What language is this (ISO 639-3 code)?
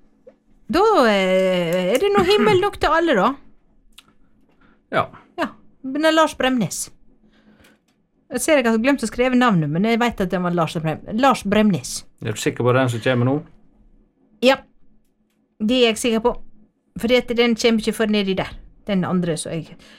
nor